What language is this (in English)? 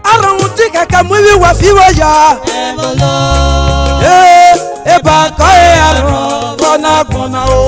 Esan